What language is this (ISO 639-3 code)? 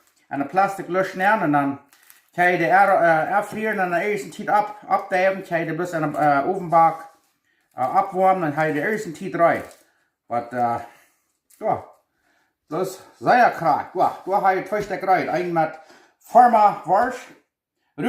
pdt